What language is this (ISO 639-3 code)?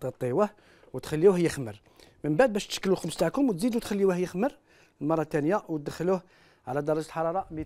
arq